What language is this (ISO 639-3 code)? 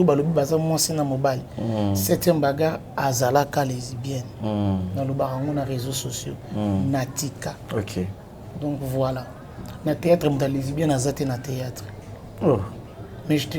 lin